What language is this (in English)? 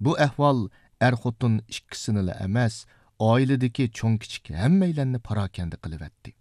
Uyghur